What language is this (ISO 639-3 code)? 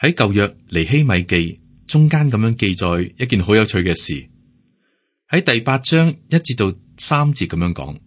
yue